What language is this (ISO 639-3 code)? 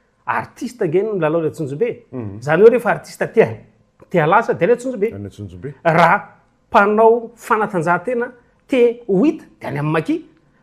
mlg